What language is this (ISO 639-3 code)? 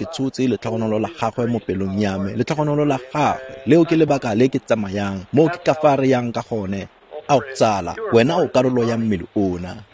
tsn